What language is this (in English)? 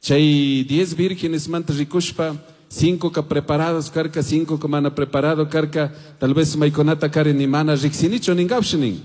Chimborazo Highland Quichua